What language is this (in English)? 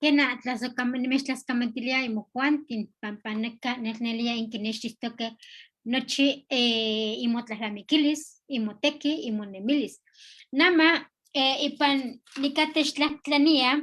Eastern Huasteca Nahuatl